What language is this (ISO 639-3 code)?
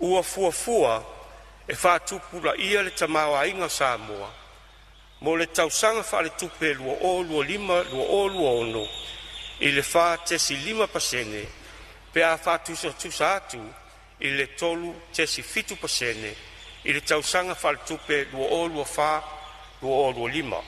smo